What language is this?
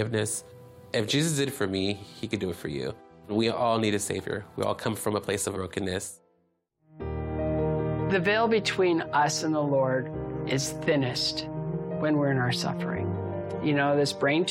English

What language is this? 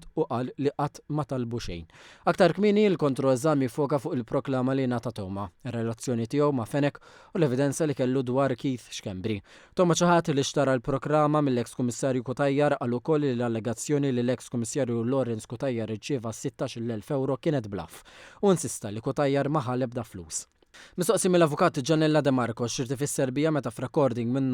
Maltese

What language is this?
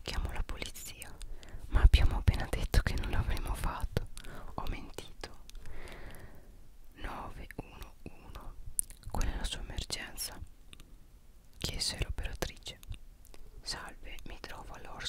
Italian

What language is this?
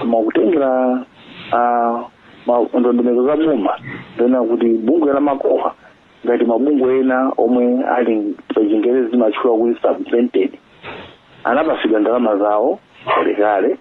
Nyanja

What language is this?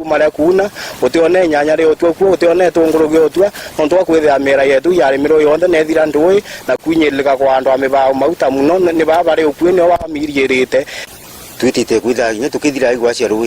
Meru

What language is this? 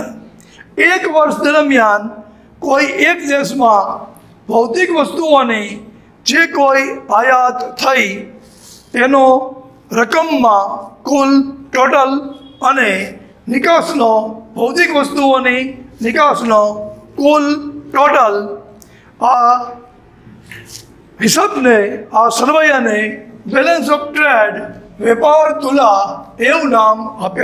Gujarati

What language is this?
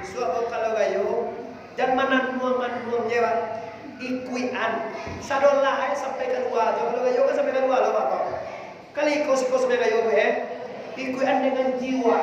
Minangkabau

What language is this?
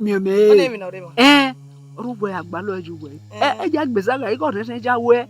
Bini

